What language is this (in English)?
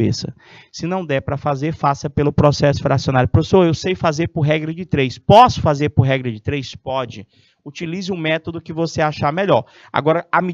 Portuguese